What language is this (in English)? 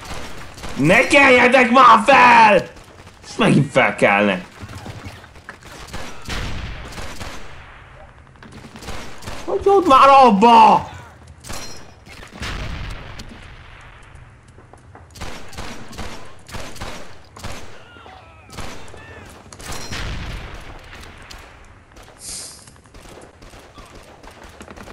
Hungarian